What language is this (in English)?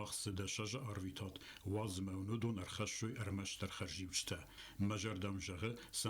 Ossetic